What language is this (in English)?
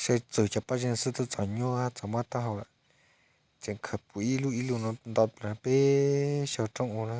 Hmong